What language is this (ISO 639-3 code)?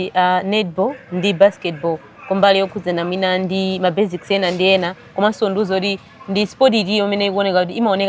nya